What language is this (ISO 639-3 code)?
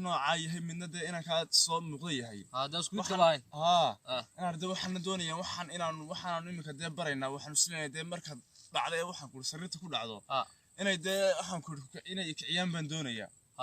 som